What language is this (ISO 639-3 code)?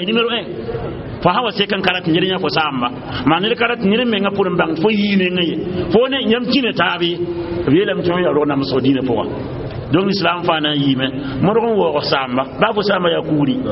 mos